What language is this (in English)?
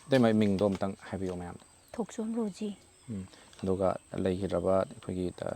Manipuri